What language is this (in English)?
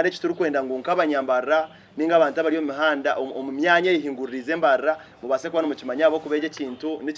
Nyankole